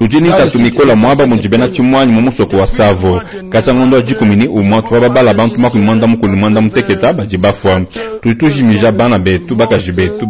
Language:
Luba-Lulua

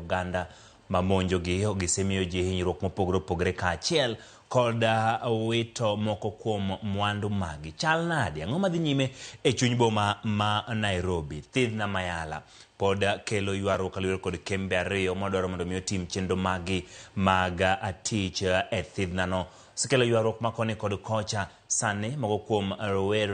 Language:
Luo (Kenya and Tanzania)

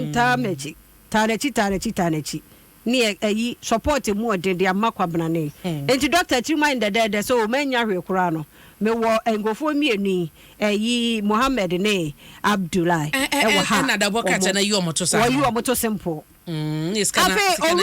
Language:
Akan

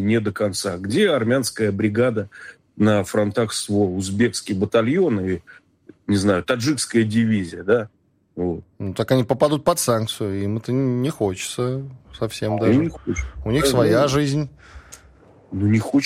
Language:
Russian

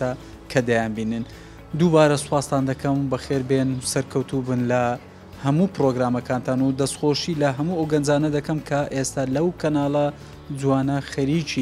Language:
Central Kurdish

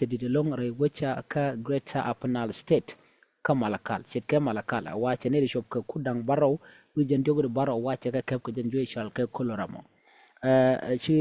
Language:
Nuer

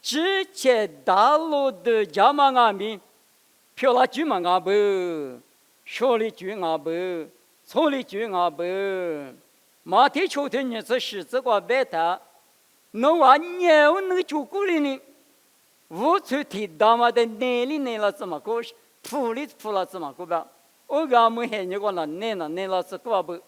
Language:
Lisu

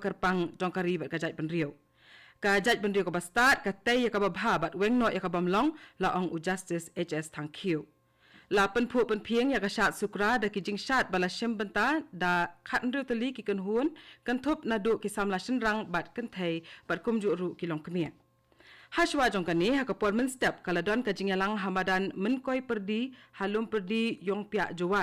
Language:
Khasi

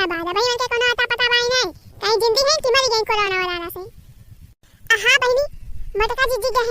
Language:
Awadhi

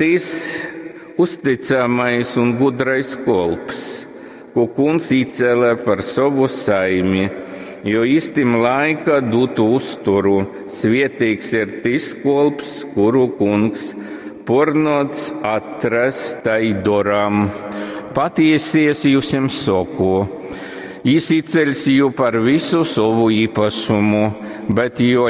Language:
Latgalian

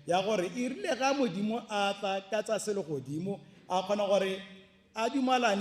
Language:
Tswana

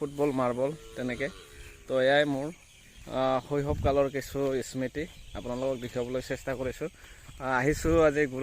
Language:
Assamese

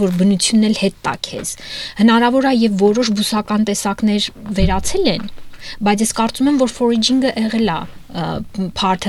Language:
Armenian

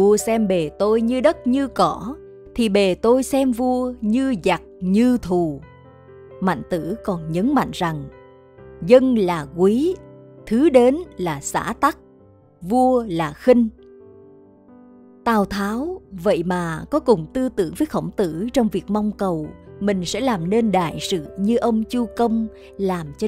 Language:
Vietnamese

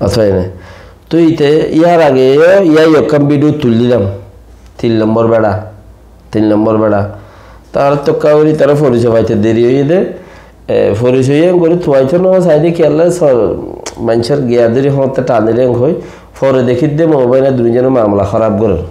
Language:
Rohingya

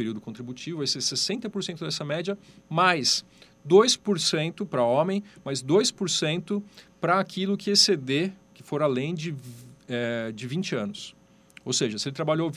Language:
Portuguese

